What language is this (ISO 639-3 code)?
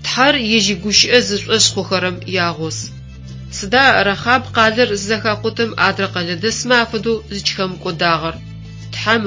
ady